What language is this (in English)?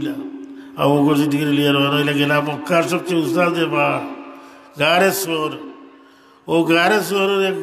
Sylheti